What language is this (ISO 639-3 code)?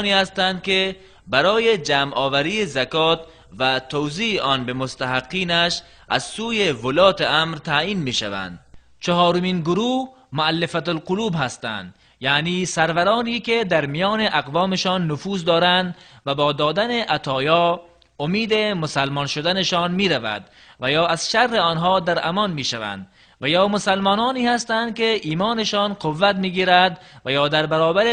tgk